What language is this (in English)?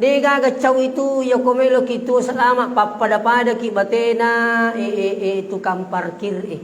Buginese